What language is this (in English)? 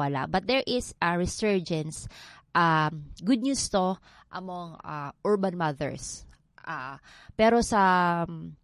Filipino